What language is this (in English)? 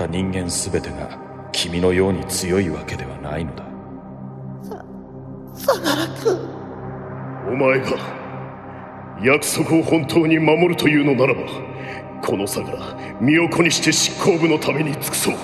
Japanese